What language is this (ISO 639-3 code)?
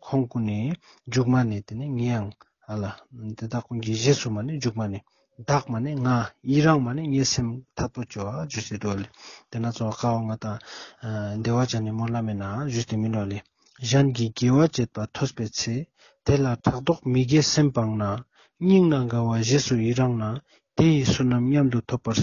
lbj